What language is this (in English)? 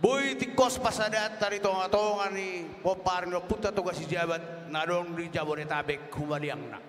Batak Toba